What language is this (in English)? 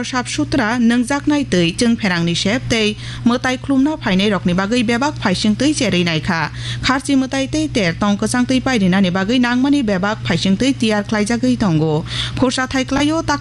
Kok Borok